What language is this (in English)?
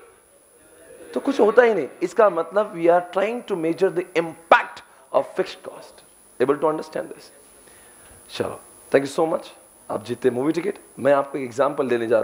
Hindi